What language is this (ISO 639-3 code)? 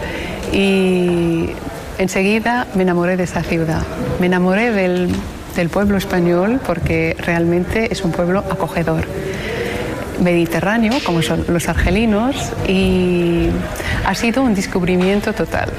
spa